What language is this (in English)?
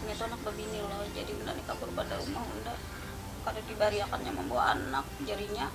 Banjar